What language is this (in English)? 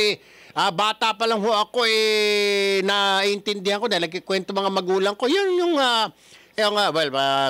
Filipino